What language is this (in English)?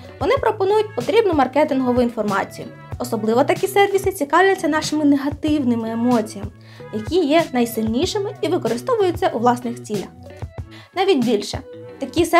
Ukrainian